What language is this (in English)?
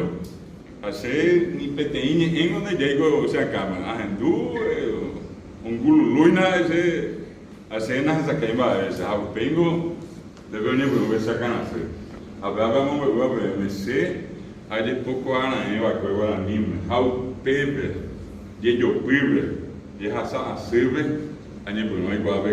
Guarani